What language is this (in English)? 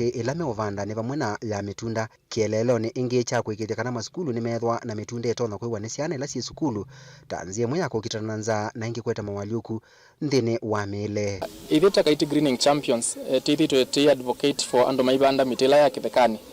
Kamba